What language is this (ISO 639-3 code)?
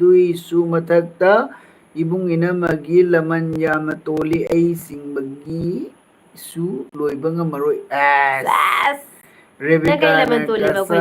mni